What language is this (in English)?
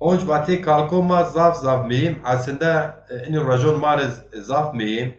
Zaza